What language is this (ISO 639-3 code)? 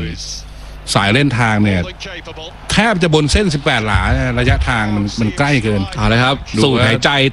tha